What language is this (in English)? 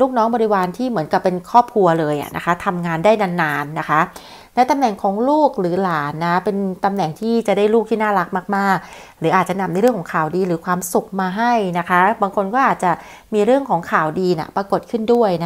Thai